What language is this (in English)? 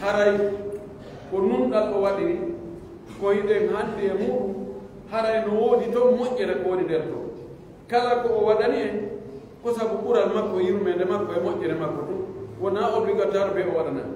Pular